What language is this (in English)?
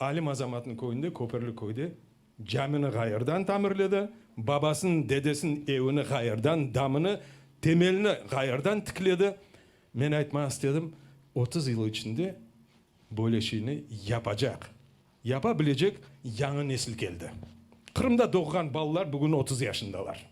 Crimean Tatar